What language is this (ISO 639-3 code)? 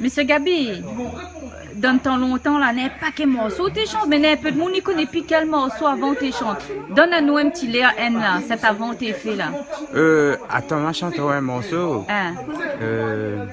rcf